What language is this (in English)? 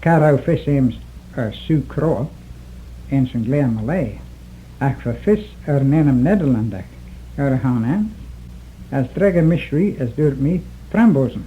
Manx